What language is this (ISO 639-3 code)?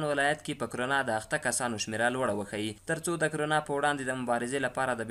pus